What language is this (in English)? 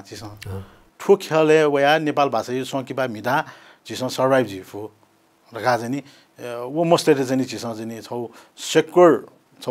Newari